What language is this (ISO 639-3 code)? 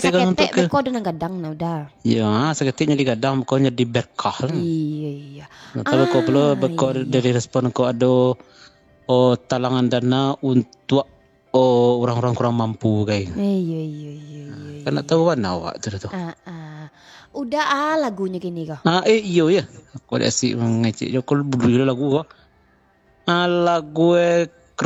min